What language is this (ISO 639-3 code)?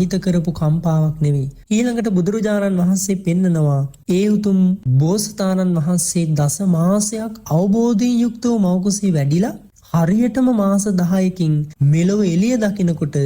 sin